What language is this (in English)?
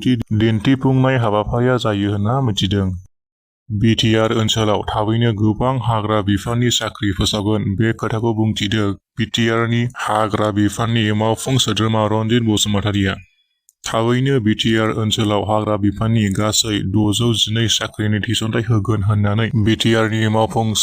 Bodo